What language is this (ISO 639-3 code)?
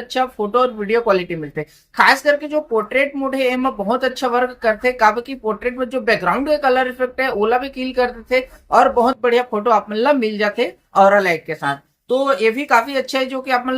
hne